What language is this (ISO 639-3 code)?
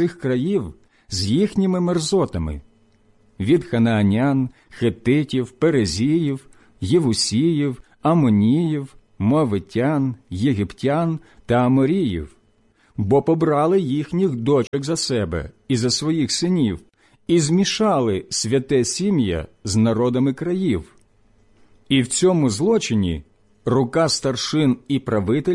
ukr